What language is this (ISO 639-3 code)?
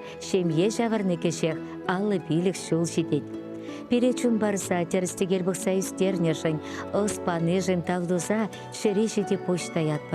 chv